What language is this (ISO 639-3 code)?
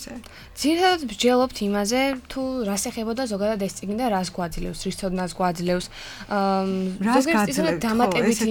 kat